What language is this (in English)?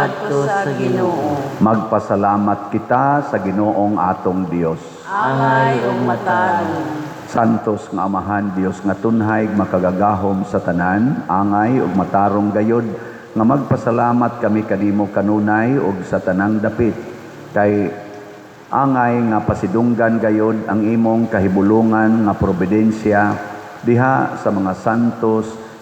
Cebuano